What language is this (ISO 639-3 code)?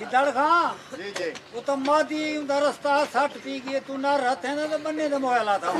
skr